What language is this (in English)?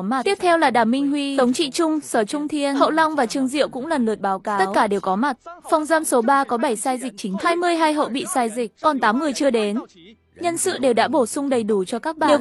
Vietnamese